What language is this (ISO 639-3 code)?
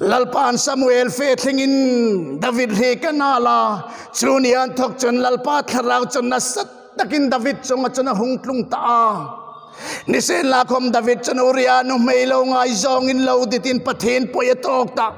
hmr